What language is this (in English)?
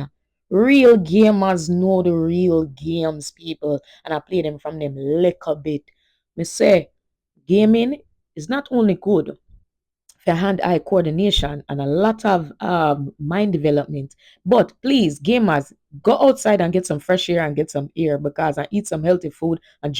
Jamaican Creole English